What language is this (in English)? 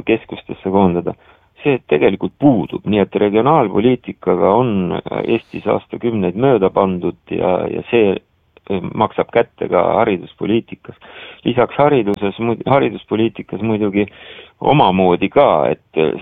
Estonian